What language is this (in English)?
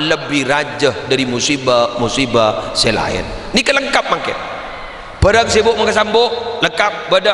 Madurese